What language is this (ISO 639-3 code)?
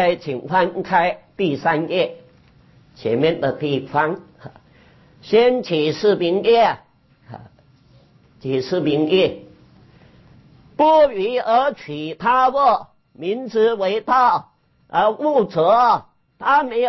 zho